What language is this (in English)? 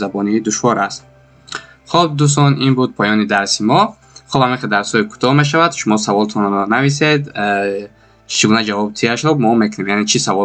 Tajik